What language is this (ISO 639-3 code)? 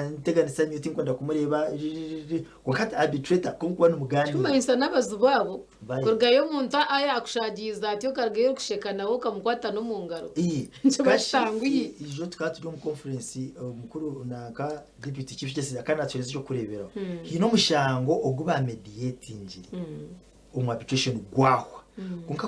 nyn